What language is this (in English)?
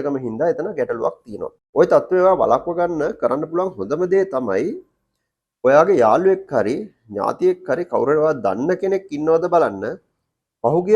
Sinhala